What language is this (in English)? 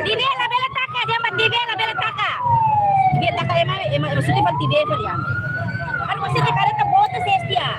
Tetum